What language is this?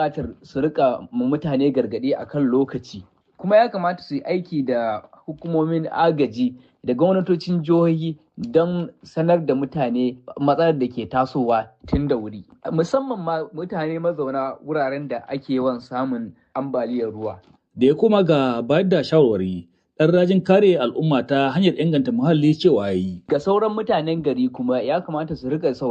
Hausa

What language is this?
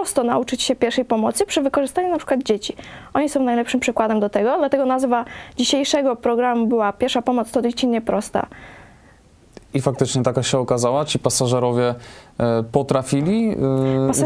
Polish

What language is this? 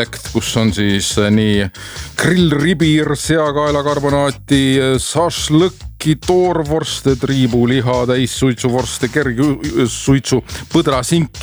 Estonian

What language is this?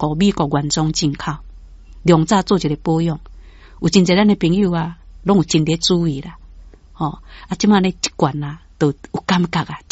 Min Nan Chinese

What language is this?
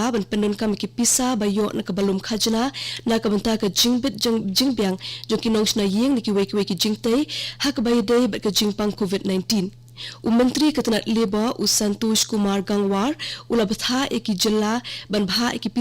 Khasi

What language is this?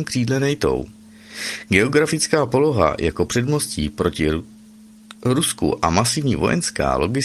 Czech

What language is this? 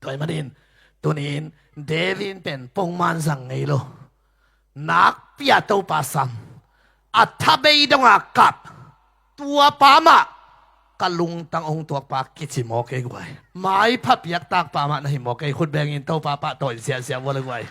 Tedim Chin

